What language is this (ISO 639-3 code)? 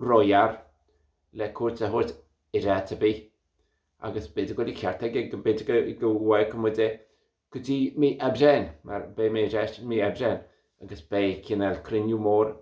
gle